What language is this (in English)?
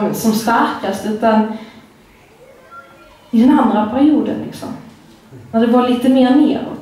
Swedish